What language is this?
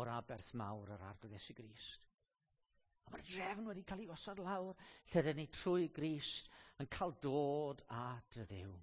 Welsh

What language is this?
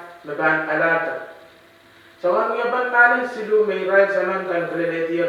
Pohnpeian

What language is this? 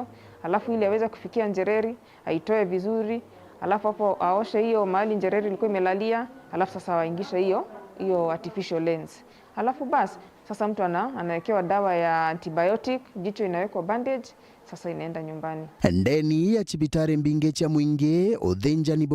Meru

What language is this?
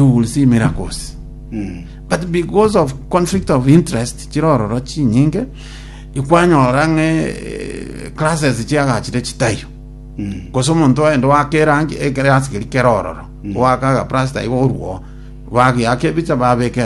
Gusii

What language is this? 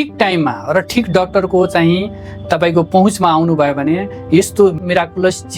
Nepali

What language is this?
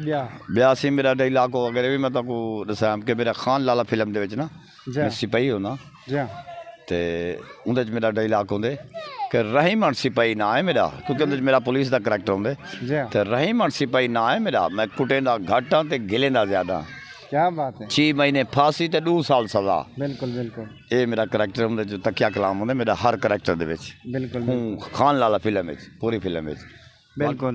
Saraiki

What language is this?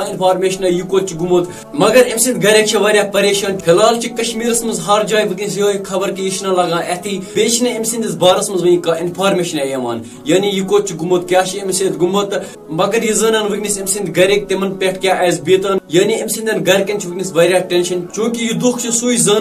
Kashmiri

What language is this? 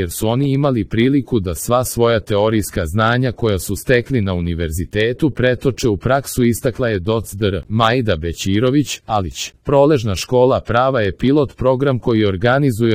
Serbian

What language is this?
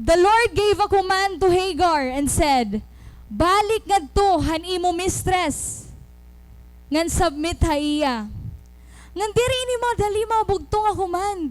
Waray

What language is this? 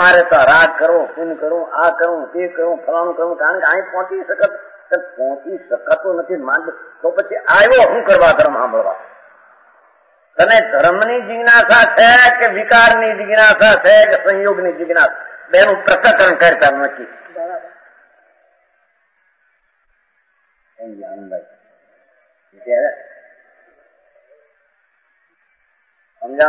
Gujarati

